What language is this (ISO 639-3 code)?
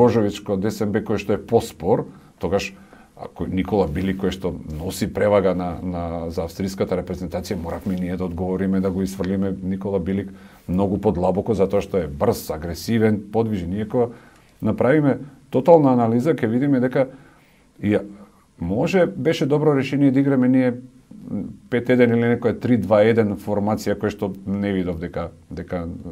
mkd